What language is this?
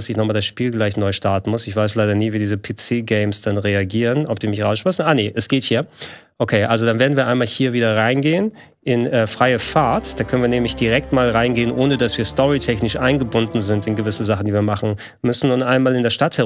German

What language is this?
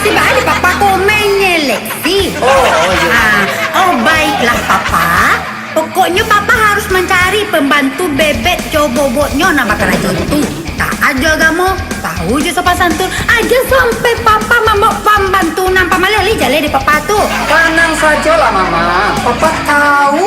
Minangkabau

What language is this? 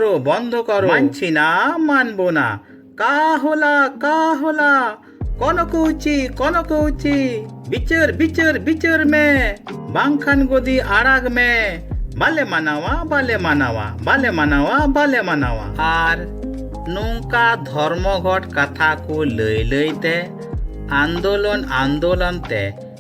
Santali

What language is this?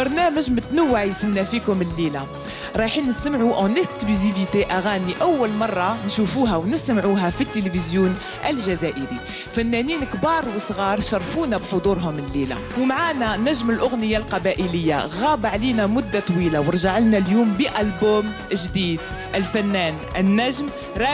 Algerian Arabic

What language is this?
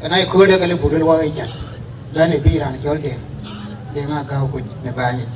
Dinka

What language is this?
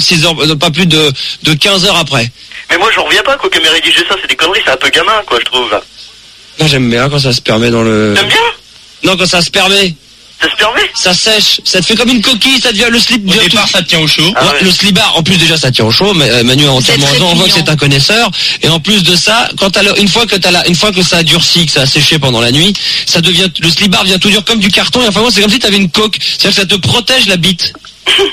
French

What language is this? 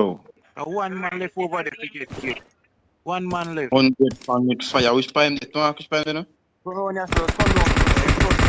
Jamaican Creole English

